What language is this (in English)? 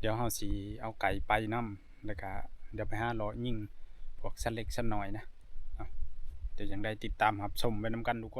Northeastern Thai